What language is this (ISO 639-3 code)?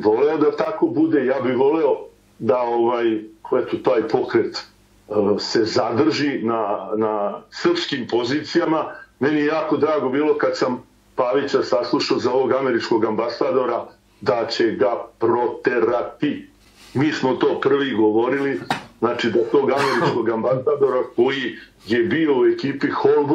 srp